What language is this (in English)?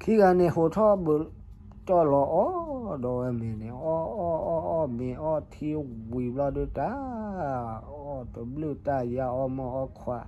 S'gaw Karen